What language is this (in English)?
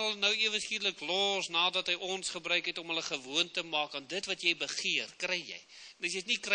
Afrikaans